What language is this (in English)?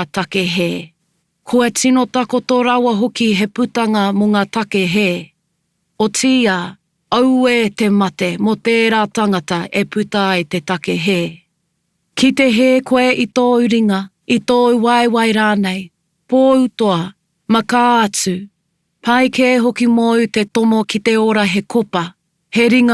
Māori